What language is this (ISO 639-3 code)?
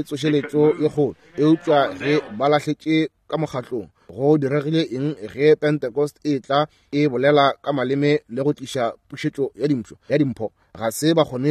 nso